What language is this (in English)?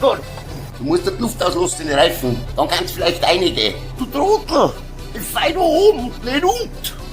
Bavarian